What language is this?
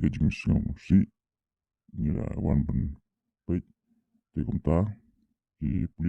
Khasi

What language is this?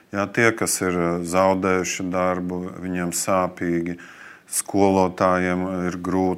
Latvian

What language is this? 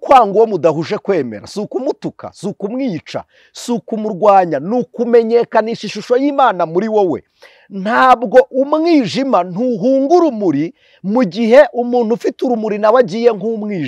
Kinyarwanda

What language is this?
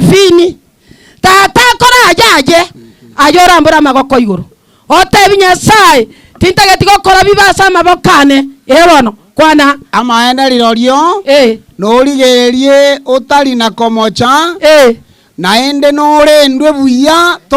Gusii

